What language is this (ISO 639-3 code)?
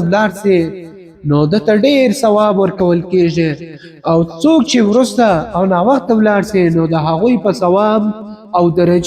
pus